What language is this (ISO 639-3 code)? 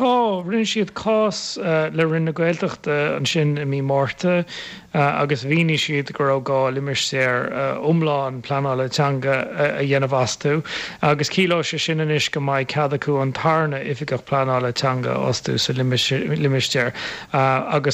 gle